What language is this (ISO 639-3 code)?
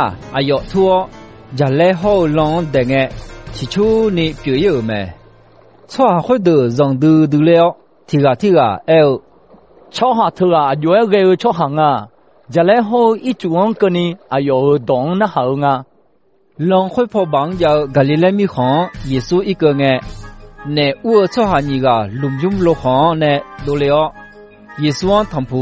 ahk